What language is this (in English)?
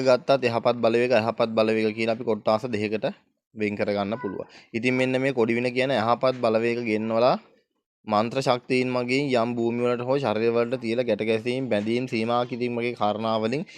Sinhala